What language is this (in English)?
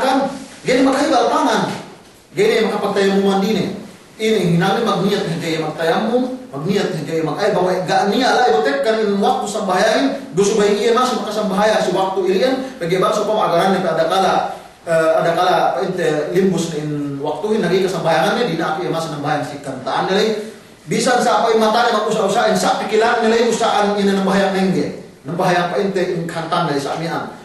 Yakan